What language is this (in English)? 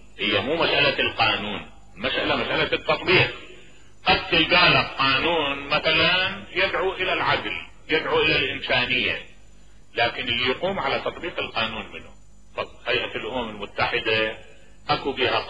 Mesopotamian Arabic